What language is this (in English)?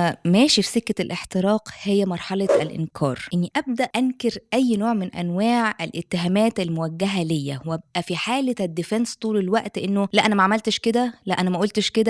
Egyptian Arabic